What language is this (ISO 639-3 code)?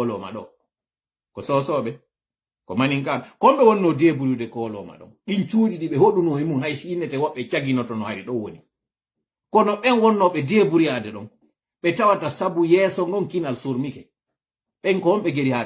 ful